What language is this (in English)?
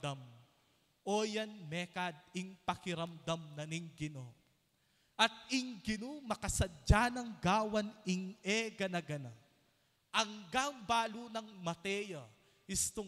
Pampanga